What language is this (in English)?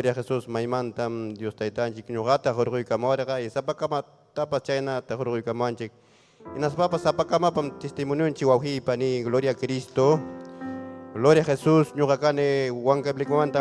Ayacucho Quechua